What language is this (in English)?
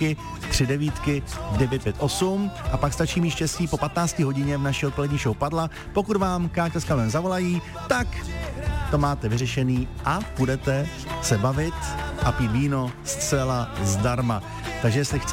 Czech